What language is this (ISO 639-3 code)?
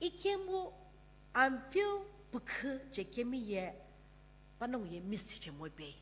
nsm